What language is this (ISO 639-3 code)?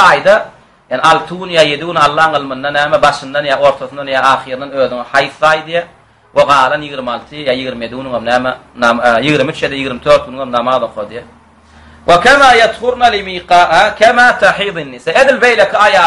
tuk